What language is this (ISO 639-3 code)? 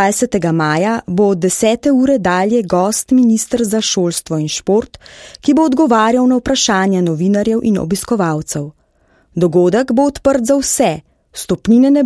slv